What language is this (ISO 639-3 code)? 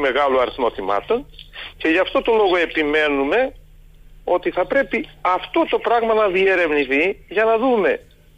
ell